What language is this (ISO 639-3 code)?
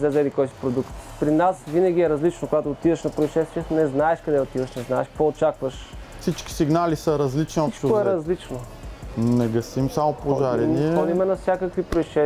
bul